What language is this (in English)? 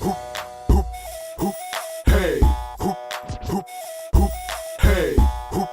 Bashkir